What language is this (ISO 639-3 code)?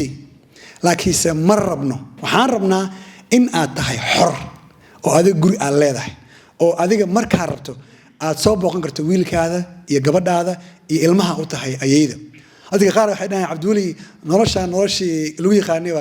som